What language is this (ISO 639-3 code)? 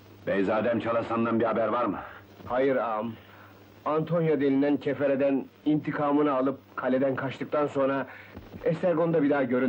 tur